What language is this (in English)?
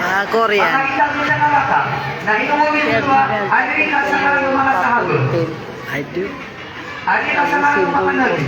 Maranao